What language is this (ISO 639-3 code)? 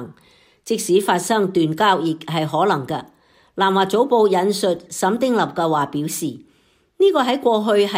yue